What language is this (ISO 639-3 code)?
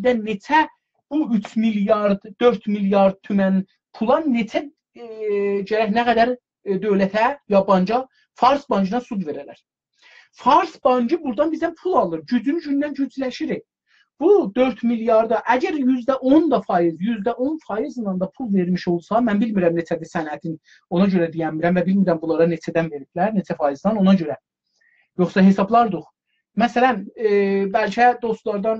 azb